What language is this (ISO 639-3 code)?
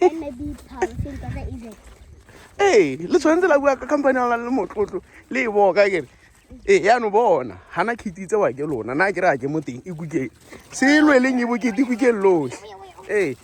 tsn